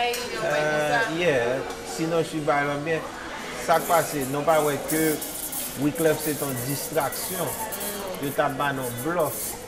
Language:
Haitian Creole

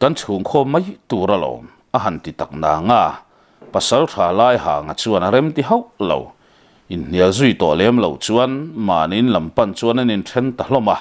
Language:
Mizo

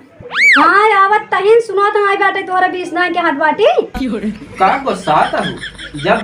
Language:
Awadhi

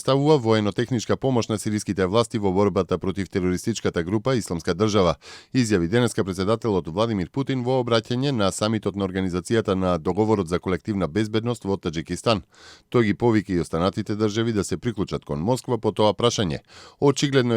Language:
Macedonian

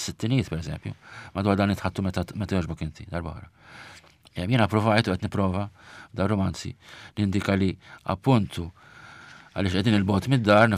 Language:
Maltese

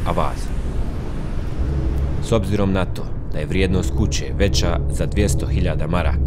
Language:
Bosnian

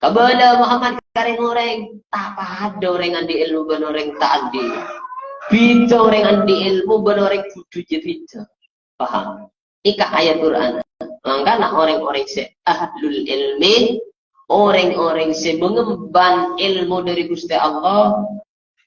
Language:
Madurese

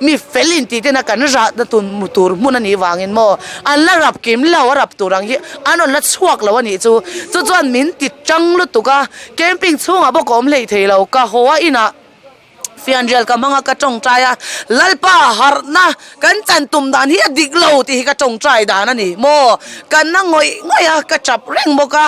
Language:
Mizo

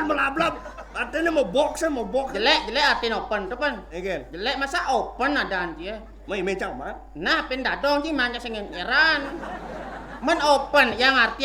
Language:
Balinese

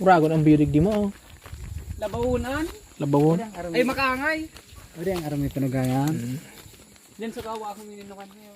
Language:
Bikol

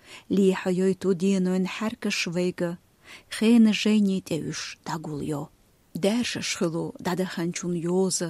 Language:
Chechen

